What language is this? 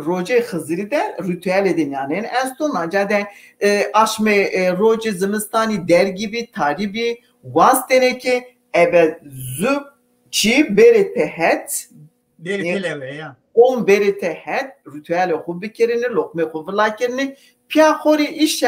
Zaza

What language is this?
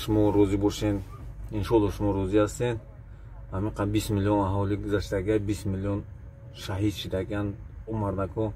Tajik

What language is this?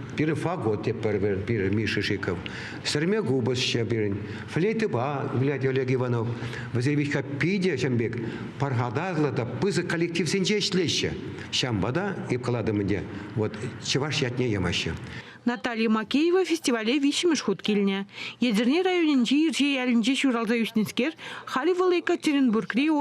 Chuvash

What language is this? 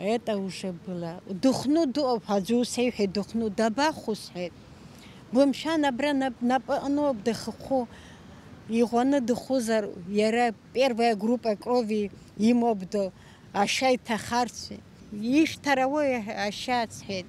Abkhazian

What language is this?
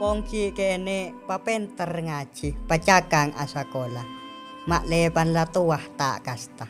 Madurese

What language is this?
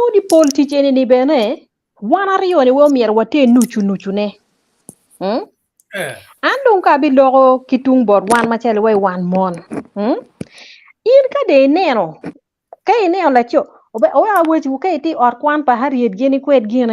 Acoli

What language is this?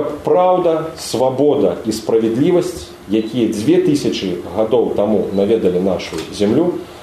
Belarusian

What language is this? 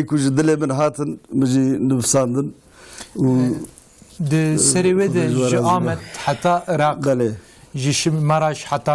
Kurdish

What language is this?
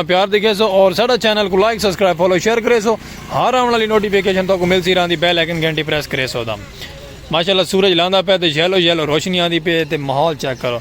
Saraiki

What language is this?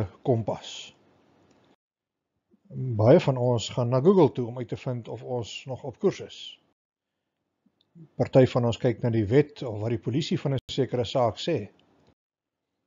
Afrikaans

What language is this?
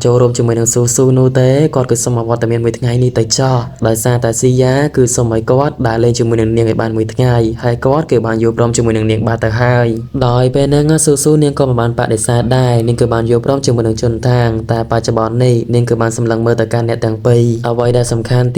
Khmer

